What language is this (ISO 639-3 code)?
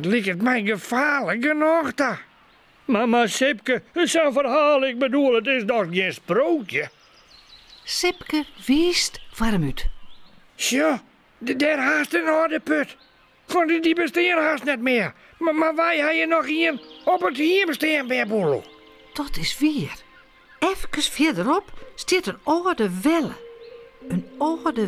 fry